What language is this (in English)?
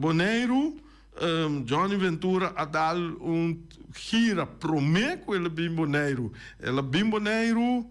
Papiamento